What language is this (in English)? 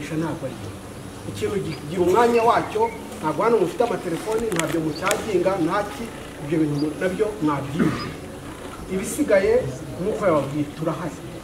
Kinyarwanda